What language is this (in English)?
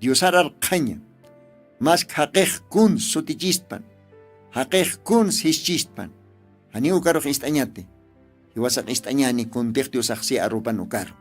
Aymara